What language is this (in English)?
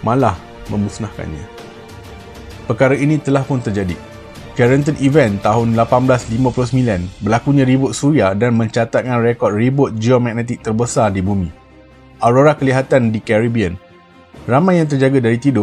Malay